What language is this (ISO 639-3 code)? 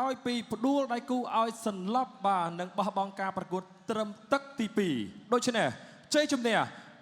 khm